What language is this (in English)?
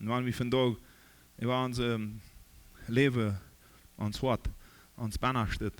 Plautdietsch